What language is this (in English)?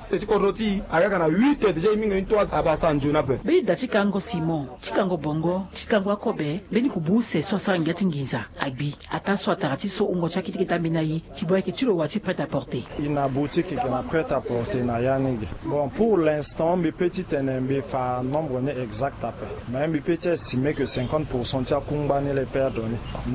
Sango